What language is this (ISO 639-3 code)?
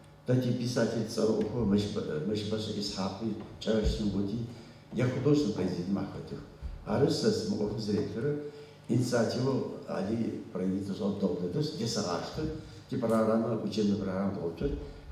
ady